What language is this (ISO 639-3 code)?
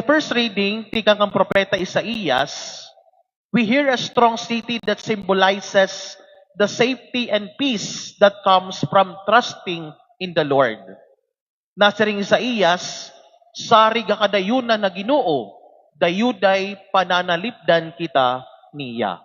war